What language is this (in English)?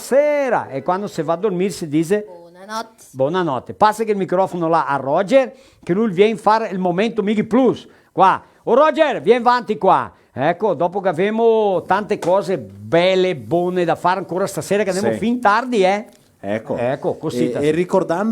Venetian